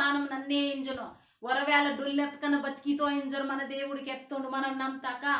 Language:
Koya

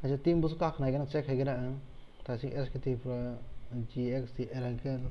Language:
Kok Borok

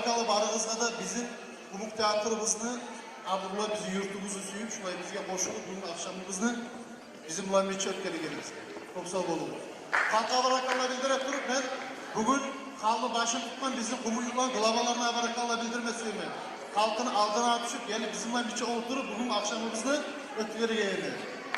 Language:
Kumyk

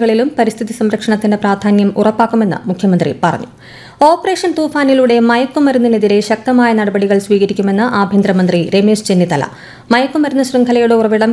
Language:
Malayalam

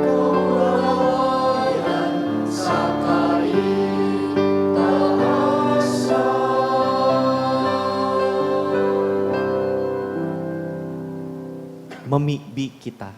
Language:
Bikol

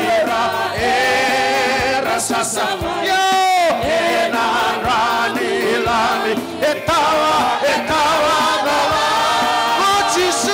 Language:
Fijian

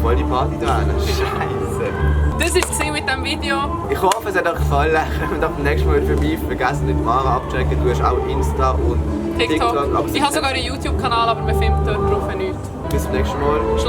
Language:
Swiss German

